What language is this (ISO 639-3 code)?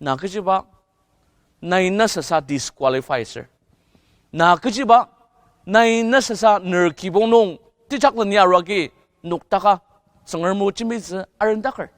njo